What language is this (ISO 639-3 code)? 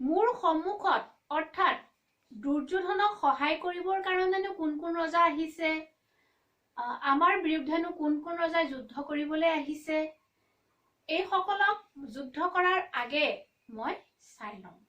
asm